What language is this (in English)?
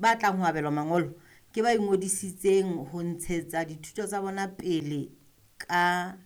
Southern Sotho